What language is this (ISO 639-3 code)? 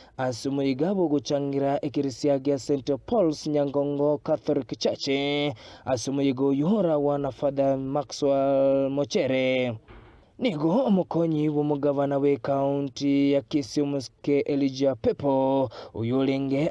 guz